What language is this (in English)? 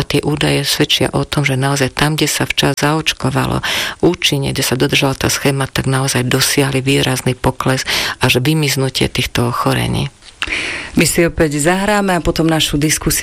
Slovak